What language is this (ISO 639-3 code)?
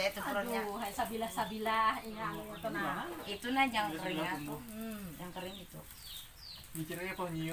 bjn